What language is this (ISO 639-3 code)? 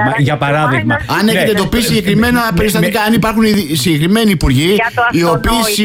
ell